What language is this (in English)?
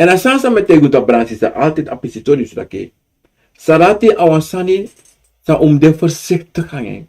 Sranan Tongo